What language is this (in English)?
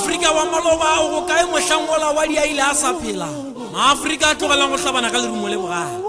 Northern Sotho